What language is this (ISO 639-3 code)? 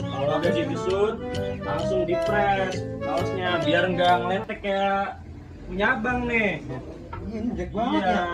bew